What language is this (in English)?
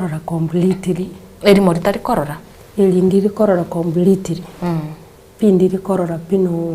Gusii